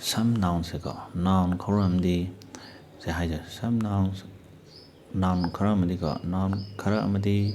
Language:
Manipuri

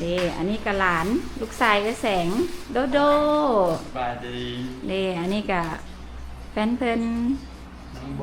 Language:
Lao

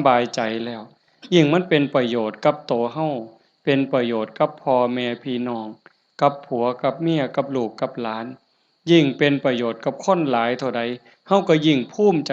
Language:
Northeastern Thai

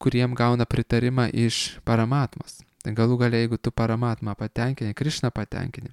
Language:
Lithuanian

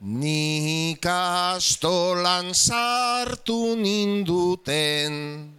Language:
Basque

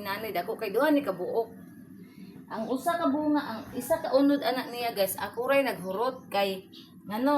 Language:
Cebuano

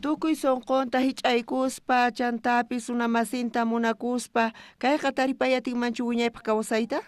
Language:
South Bolivian Quechua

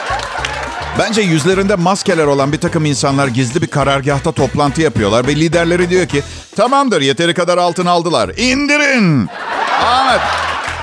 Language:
Turkish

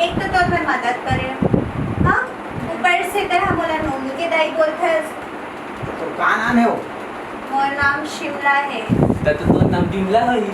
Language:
Chhattisgarhi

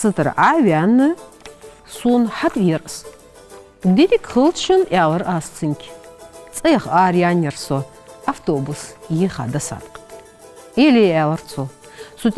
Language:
Ingush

